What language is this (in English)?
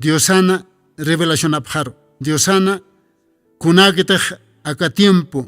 Aymara